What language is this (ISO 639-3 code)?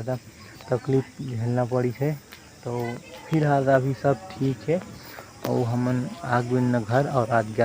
hne